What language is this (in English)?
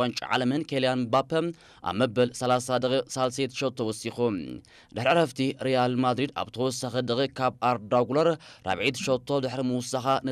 Tigrinya